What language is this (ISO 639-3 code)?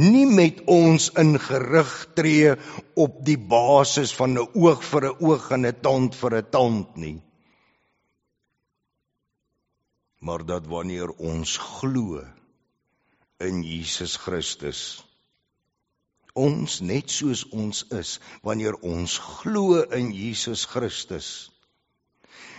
afr